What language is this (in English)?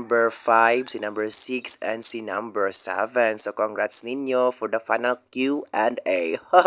Cebuano